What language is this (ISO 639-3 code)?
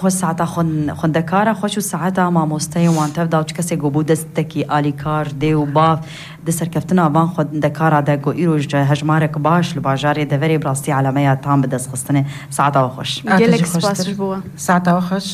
kur